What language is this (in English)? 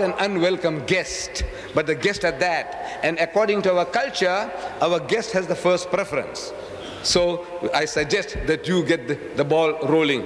English